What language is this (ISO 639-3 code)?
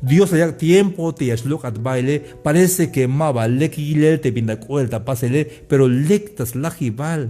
tzh